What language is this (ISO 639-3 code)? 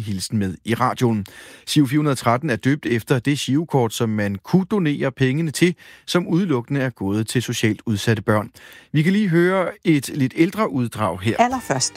dan